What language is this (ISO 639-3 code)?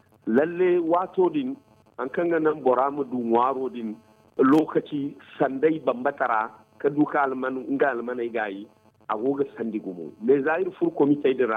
dje